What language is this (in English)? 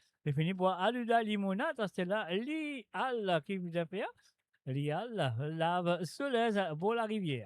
Morisyen